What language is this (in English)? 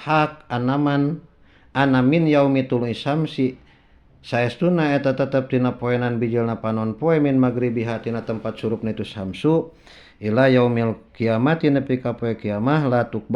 Sundanese